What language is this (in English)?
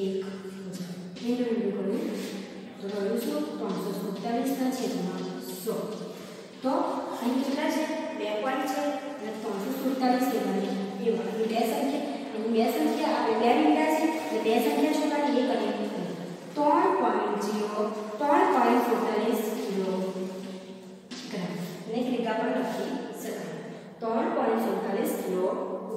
Gujarati